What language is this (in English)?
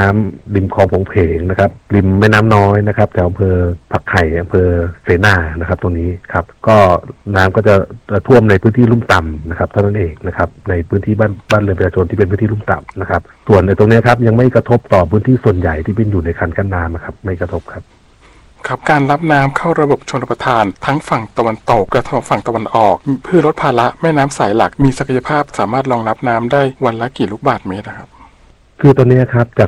Thai